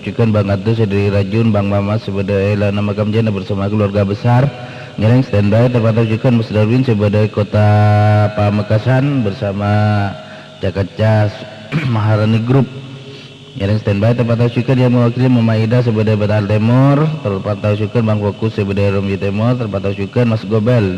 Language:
Madurese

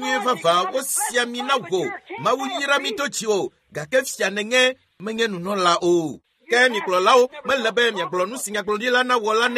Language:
Ewe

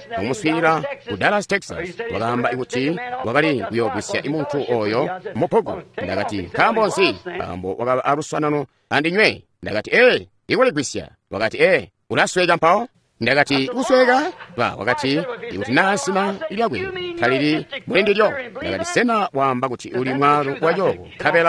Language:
Tonga (Zambia)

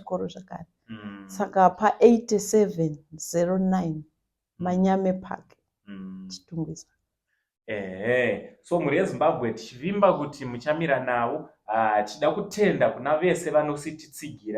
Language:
Shona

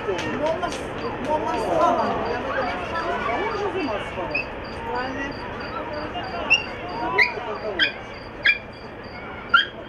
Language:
Hebrew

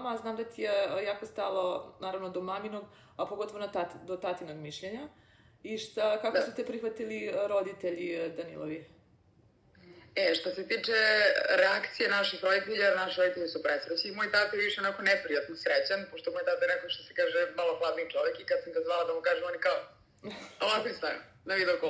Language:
Serbian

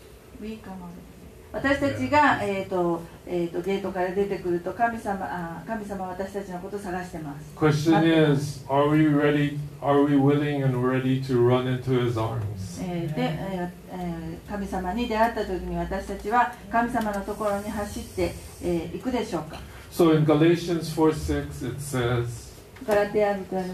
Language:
Japanese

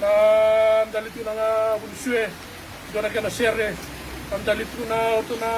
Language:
Fijian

